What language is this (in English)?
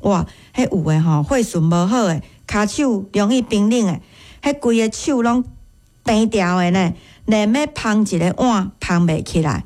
Min Nan Chinese